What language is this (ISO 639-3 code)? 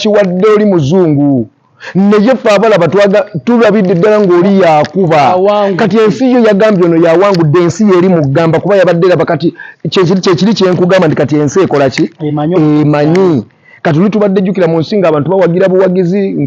lug